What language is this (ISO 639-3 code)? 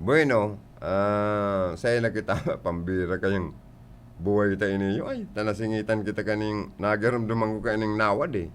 bik